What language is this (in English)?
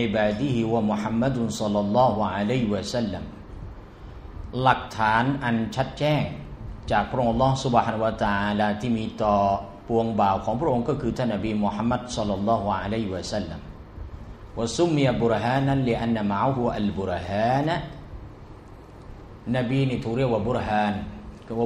Thai